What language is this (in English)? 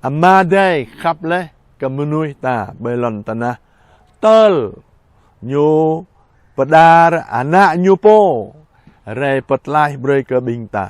Jarai